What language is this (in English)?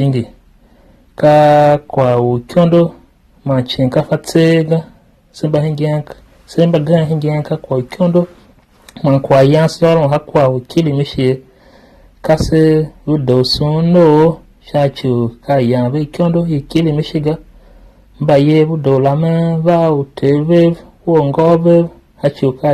Tiv